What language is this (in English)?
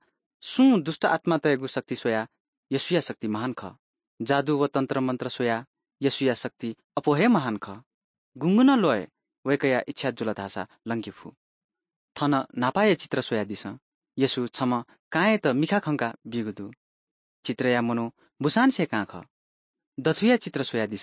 Newari